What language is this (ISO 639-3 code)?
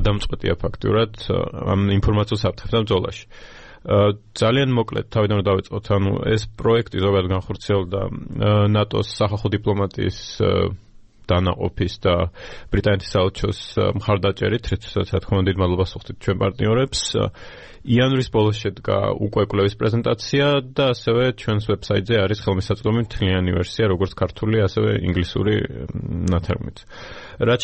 kat